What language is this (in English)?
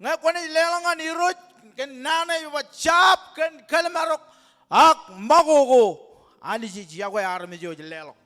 Marshallese